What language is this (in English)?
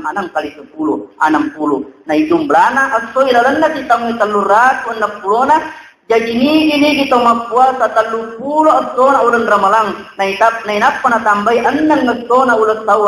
Buginese